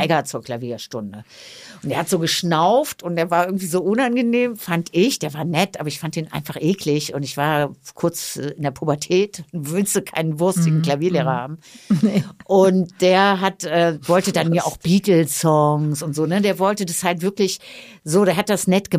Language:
German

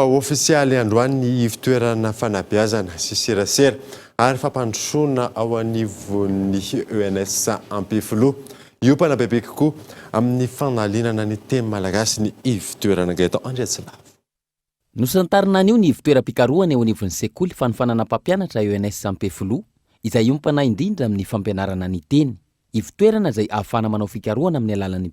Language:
Malagasy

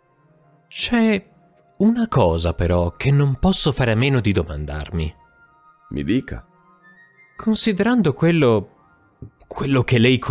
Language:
Italian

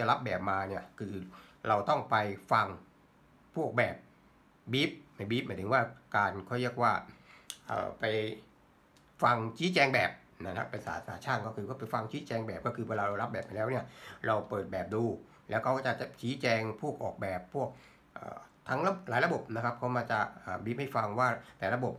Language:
Thai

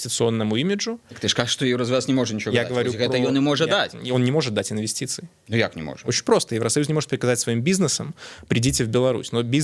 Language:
Belarusian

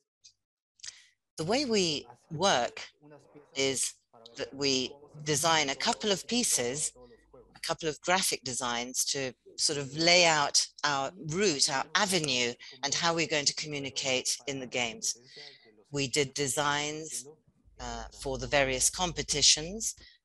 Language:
English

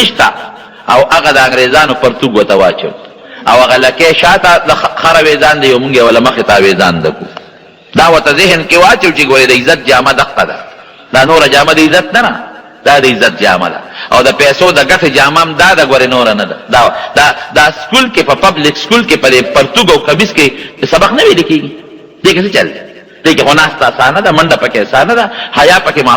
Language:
Pashto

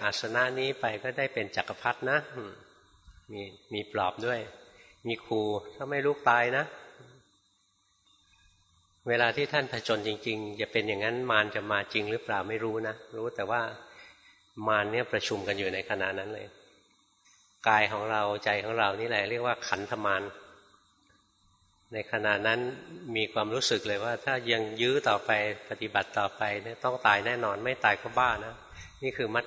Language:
Thai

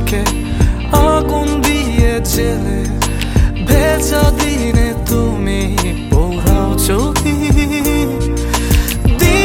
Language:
Bangla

